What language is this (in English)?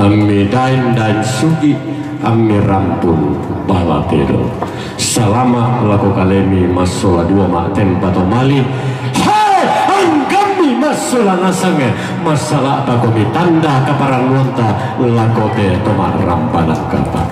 Toraja-Sa'dan